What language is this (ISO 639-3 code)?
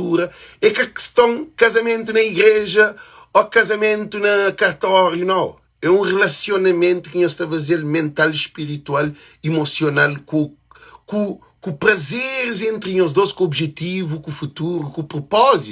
kea